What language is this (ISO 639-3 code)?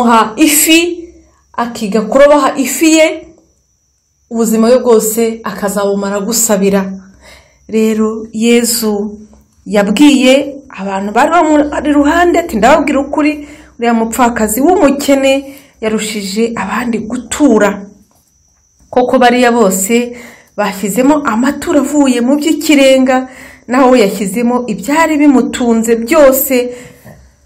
kin